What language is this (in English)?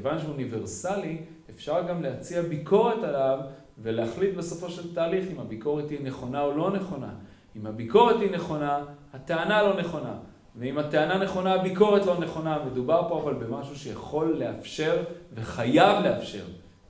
Hebrew